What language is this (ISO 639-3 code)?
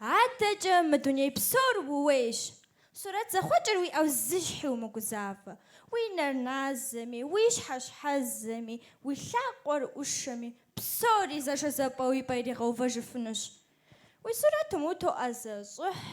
kbd